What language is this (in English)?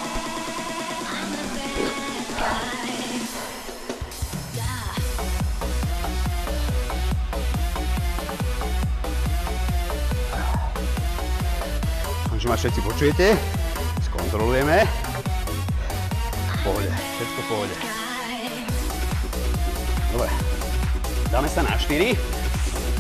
Slovak